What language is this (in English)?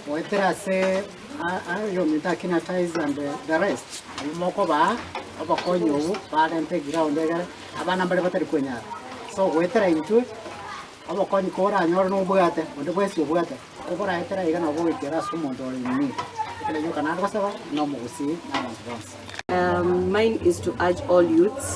Gusii